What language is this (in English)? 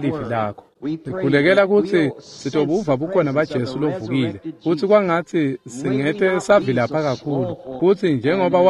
Swati